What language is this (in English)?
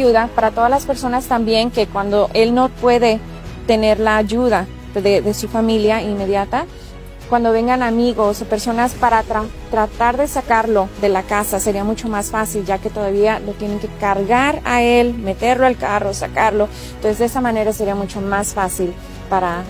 Spanish